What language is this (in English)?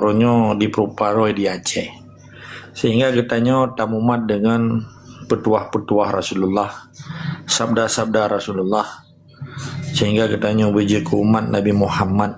Achinese